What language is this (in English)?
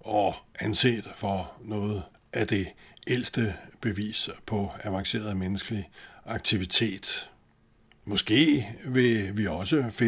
Danish